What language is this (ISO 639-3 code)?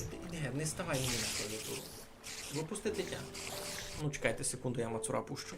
rue